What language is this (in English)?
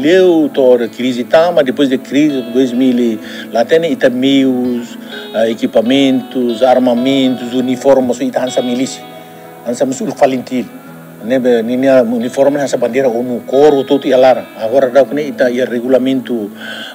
Tetum